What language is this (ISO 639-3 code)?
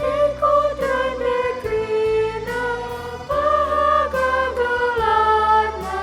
btx